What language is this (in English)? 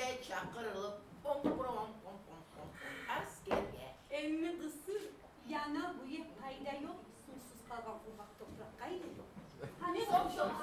Kumyk